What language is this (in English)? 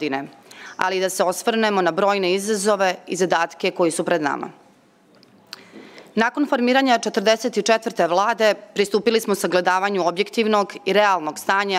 Serbian